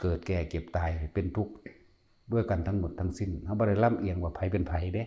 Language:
Northeastern Thai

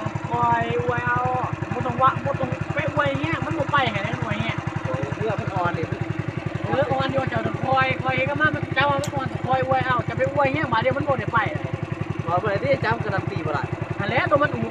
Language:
Lao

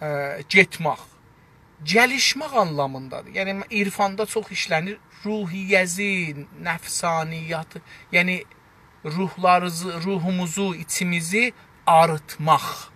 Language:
South Azerbaijani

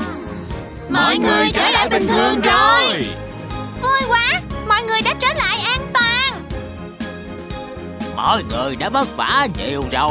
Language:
Vietnamese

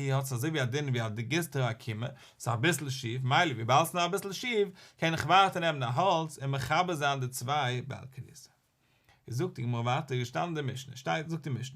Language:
Yiddish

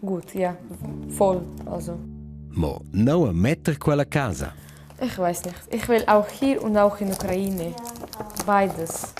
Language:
Romansh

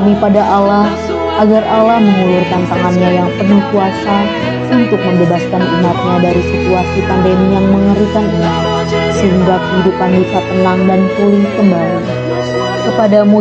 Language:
Indonesian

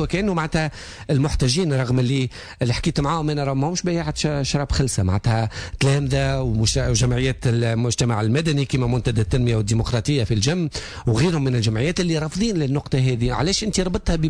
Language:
Tunisian Arabic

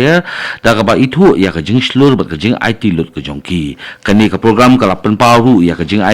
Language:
Khasi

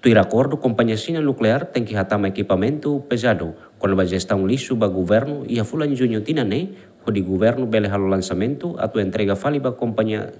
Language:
Tetum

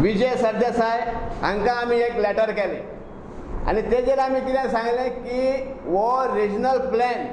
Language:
Konkani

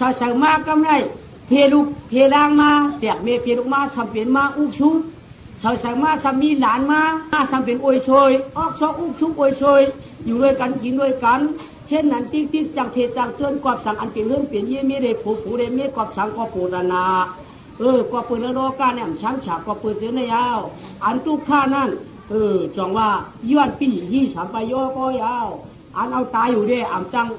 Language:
Shan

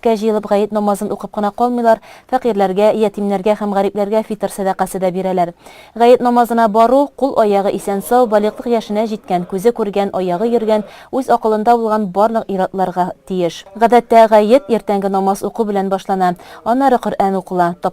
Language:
Tatar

